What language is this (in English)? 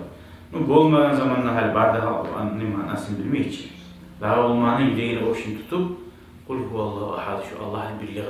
Kumyk